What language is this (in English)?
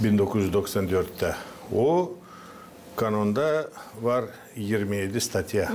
Gagauz